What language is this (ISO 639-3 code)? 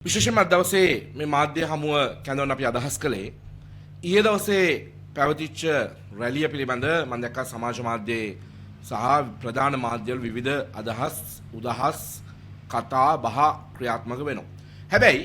sin